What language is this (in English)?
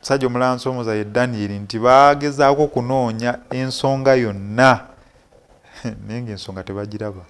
Ganda